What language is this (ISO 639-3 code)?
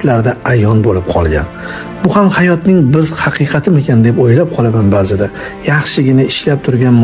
uzb